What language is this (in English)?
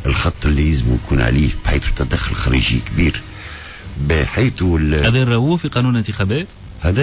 Tunisian Arabic